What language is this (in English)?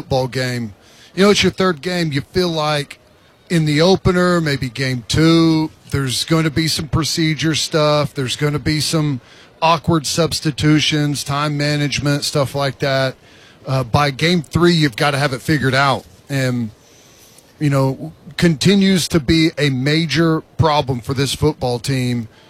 English